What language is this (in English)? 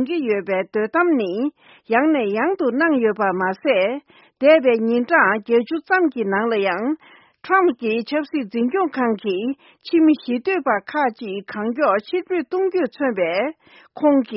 Tibetan